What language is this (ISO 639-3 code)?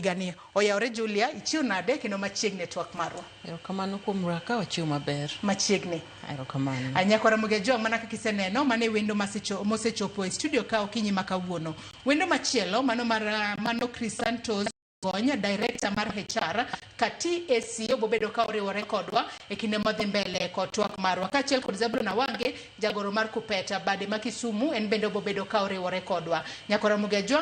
luo